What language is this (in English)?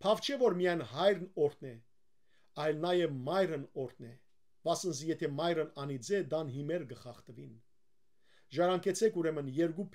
Western Armenian